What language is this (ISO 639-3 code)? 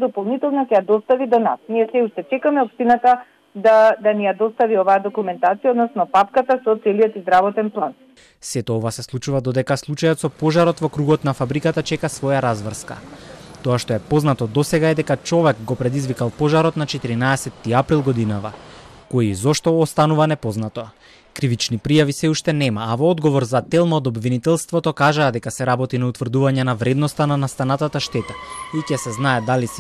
mkd